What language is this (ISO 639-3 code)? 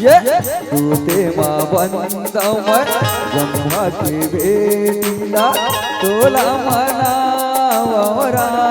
hne